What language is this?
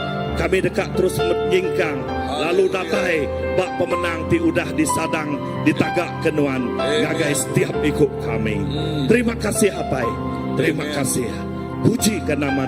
Iban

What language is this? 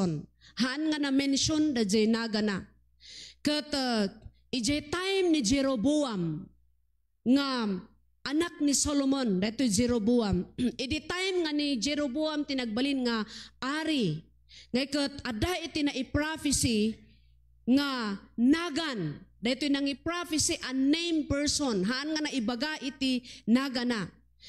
Iloko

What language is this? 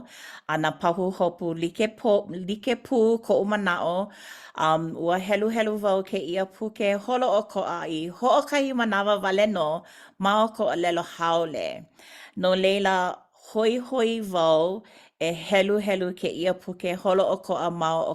Hawaiian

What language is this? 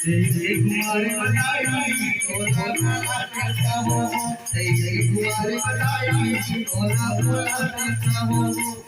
Chhattisgarhi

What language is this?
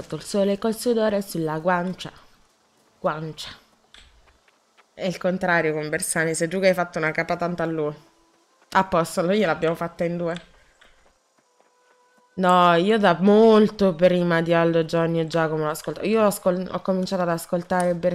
Italian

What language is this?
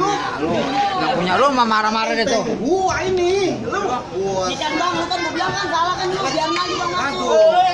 Betawi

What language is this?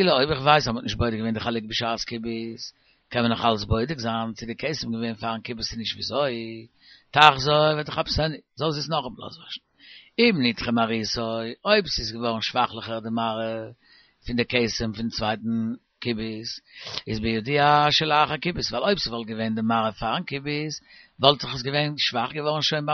Yiddish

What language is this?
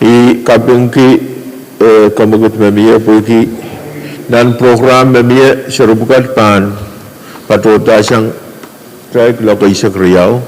Pohnpeian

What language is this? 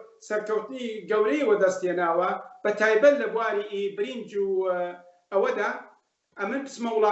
Central Kurdish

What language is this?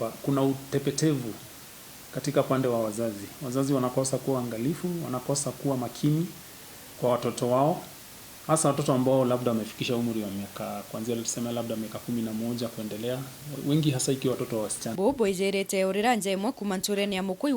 Meru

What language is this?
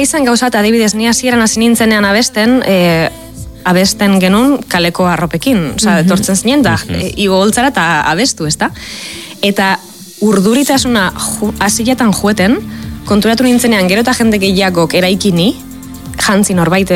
Basque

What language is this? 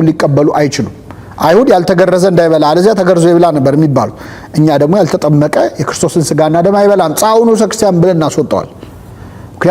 Amharic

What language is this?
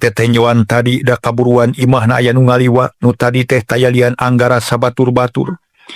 Sundanese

